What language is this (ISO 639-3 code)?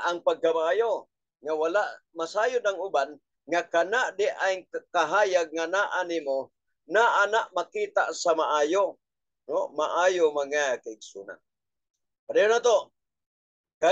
ceb